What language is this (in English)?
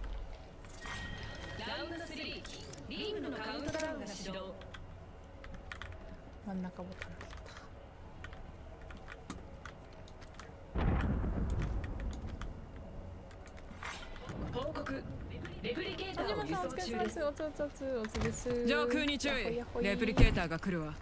Japanese